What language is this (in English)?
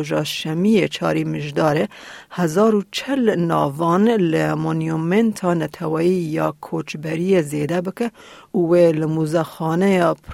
Kurdish